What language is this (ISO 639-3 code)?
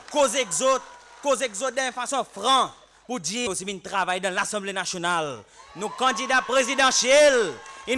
crs